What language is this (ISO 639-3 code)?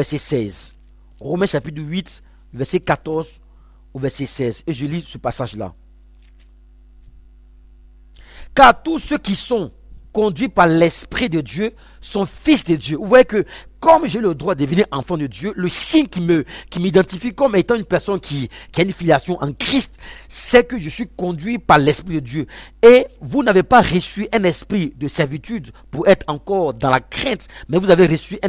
fra